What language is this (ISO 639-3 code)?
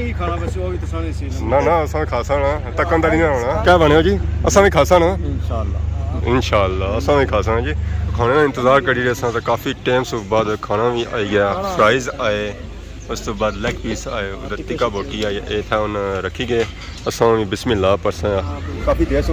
phr